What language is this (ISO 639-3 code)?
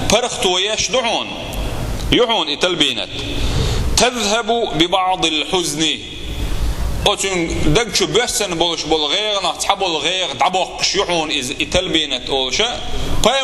che